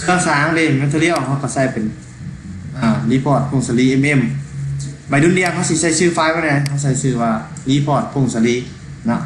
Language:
Lao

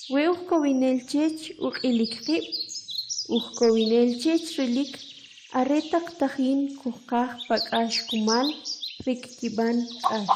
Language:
Kʼicheʼ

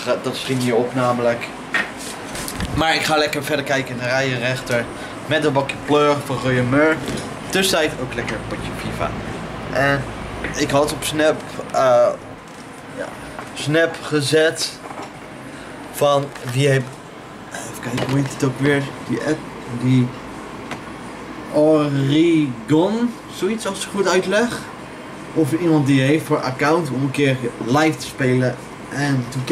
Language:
Dutch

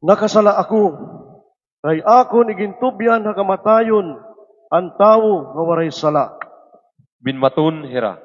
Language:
Waray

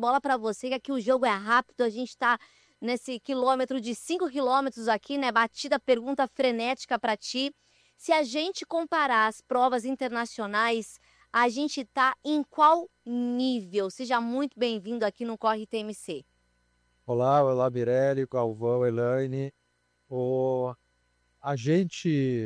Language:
Portuguese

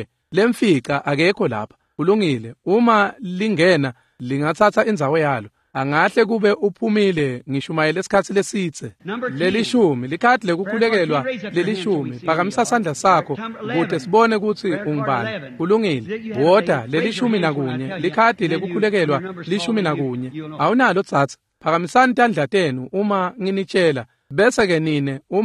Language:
Swati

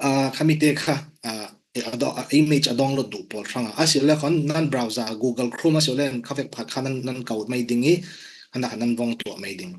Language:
Falam Chin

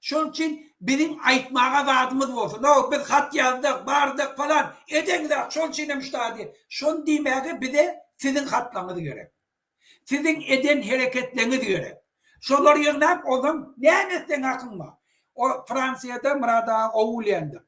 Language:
Turkmen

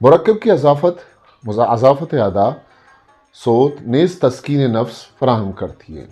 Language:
Eastern Balochi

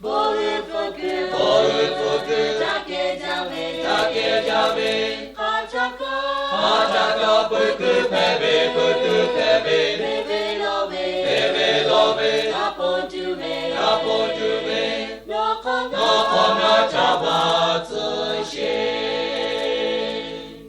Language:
Lahu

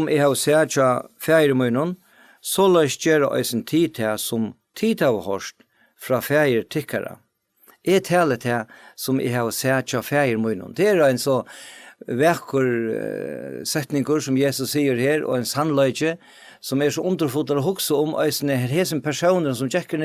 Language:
Faroese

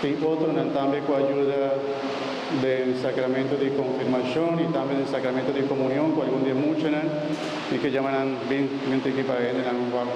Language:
Papiamento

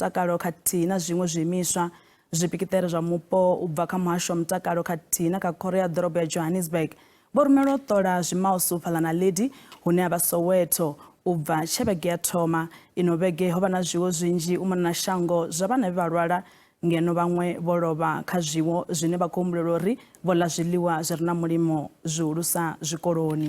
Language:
Venda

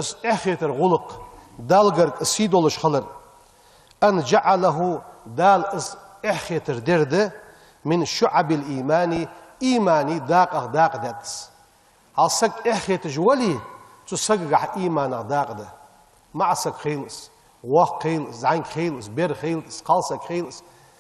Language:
Ingush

